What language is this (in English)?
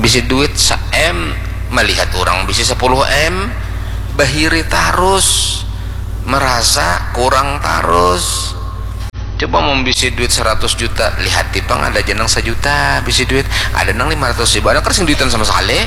Banjar